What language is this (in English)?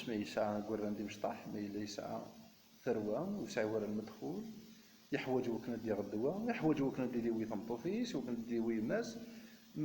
Kabyle